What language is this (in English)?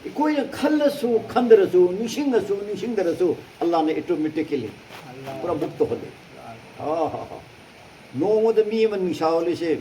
Manipuri